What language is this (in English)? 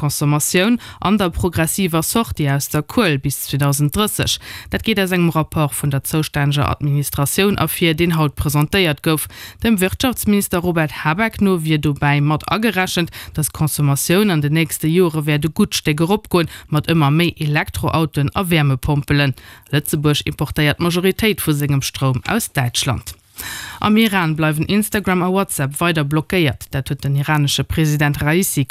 Luxembourgish